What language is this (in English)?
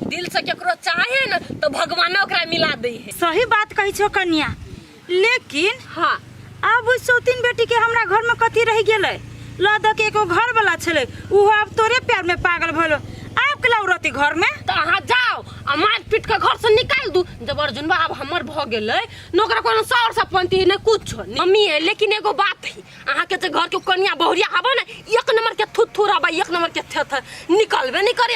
Maithili